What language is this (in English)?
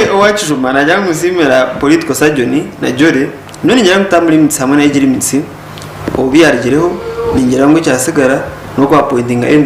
Nyankole